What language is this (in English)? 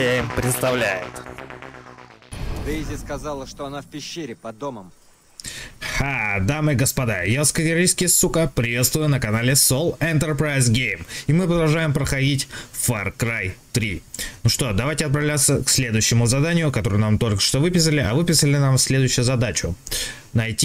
Russian